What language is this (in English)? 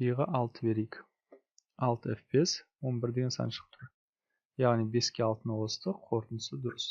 Kazakh